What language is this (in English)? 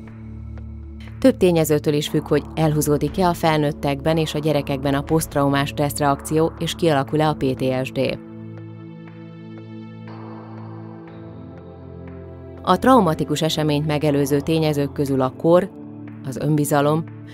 Hungarian